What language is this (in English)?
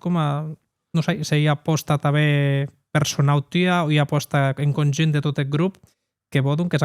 Occitan